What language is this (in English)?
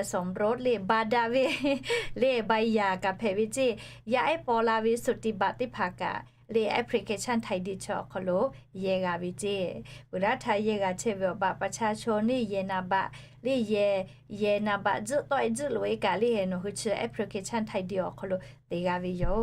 Lahu